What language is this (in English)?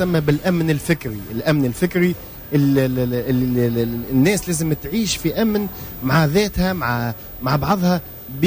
Tunisian Arabic